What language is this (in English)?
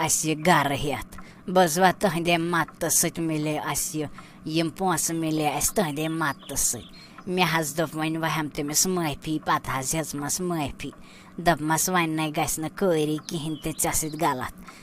Kashmiri